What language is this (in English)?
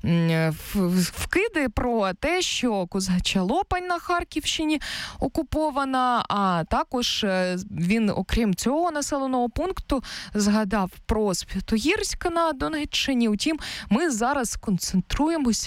Ukrainian